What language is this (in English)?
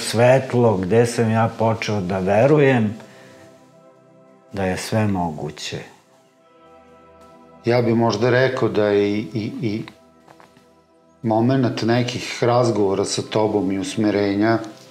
Serbian